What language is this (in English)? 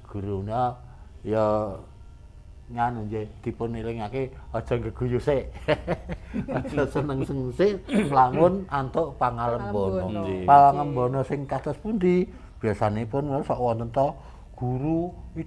Javanese